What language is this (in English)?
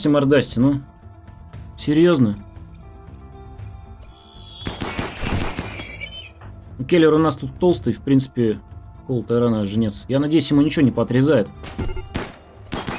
Russian